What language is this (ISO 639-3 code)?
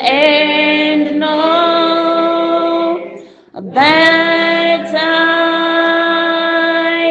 ven